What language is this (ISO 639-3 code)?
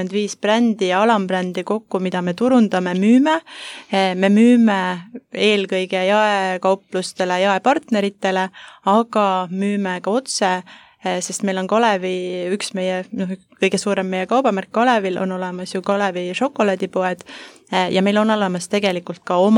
est